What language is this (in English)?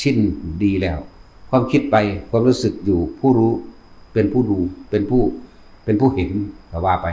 Northeastern Thai